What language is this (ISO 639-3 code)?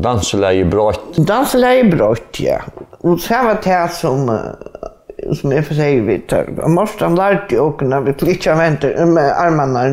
fao